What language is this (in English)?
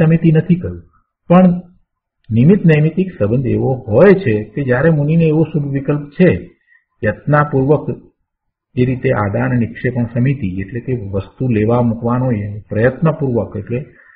Gujarati